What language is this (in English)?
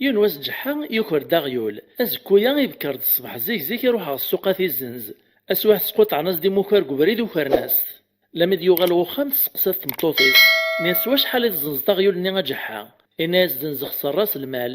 Kabyle